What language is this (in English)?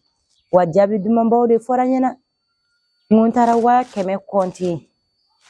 Bambara